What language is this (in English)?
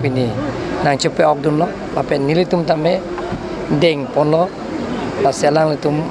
Karbi